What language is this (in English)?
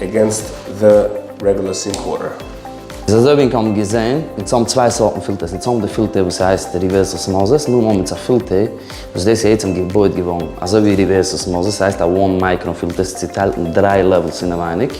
Yiddish